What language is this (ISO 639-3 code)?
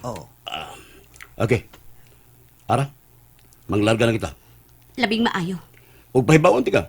ceb